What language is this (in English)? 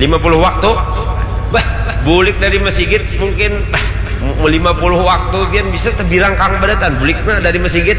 Banjar